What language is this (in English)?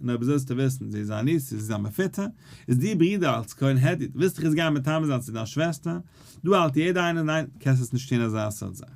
Yiddish